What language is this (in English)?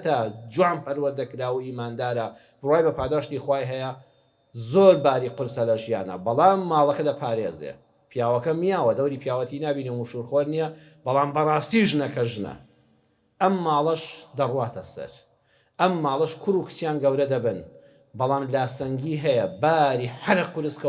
Central Kurdish